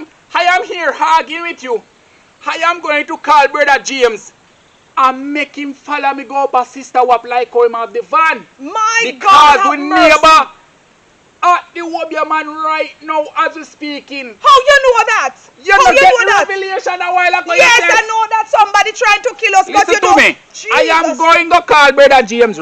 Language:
Jamaican Creole English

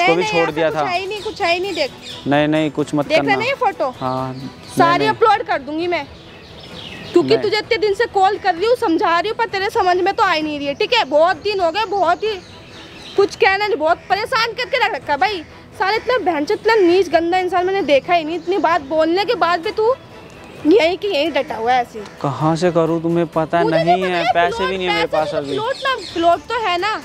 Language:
Hindi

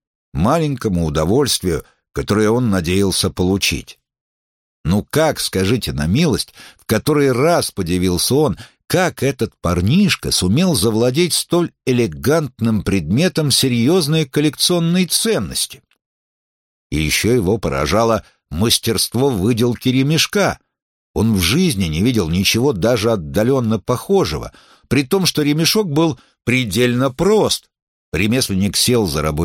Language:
Russian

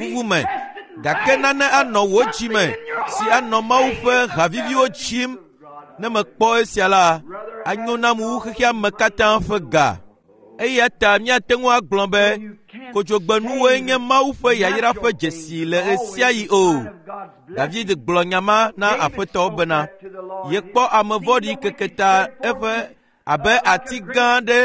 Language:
Ewe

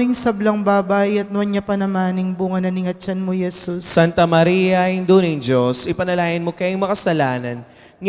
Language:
Pampanga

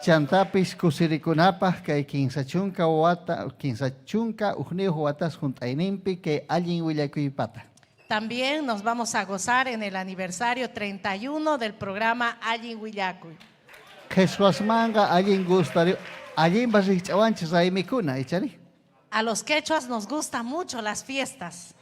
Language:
Ayacucho Quechua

